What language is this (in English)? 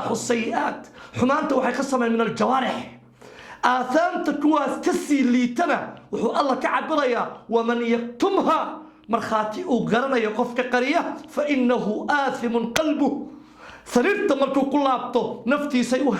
Somali